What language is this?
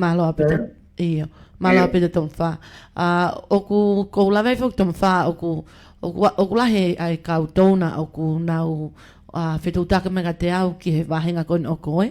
Tongan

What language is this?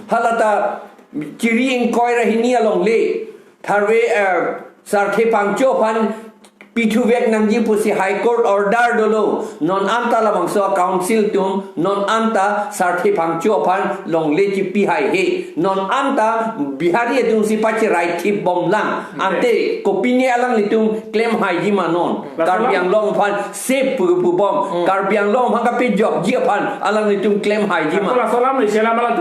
Karbi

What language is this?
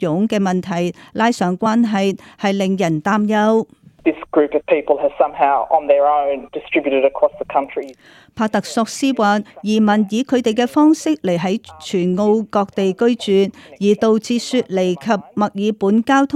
Cantonese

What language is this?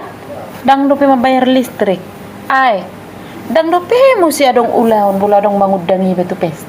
Batak Toba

